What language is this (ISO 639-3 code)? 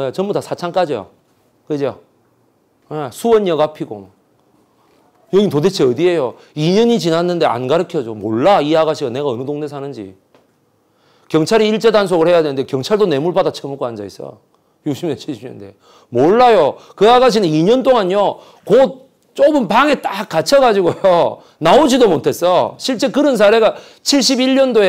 kor